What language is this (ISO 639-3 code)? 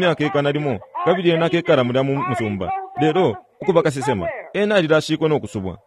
bem